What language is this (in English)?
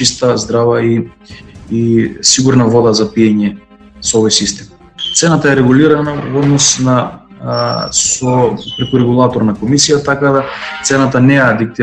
Macedonian